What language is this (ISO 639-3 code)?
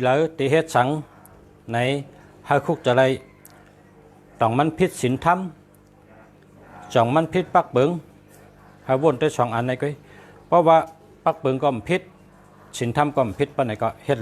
shn